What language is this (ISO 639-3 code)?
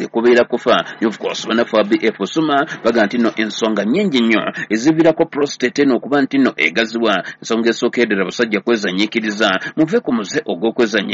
lug